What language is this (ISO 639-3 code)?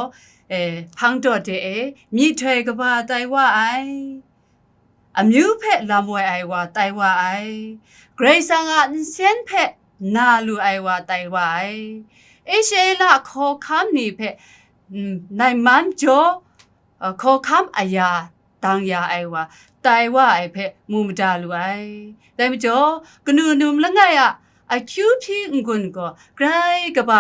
kac